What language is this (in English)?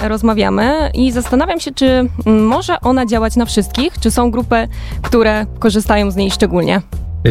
Polish